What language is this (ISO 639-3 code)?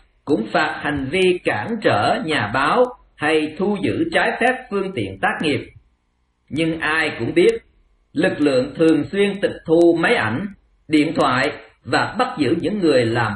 vie